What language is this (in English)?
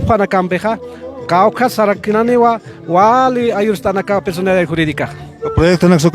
Aymara